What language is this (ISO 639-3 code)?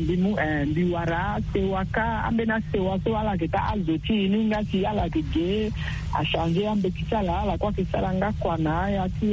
sag